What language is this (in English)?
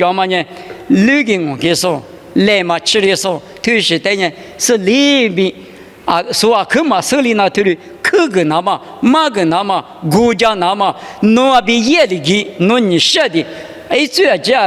Lisu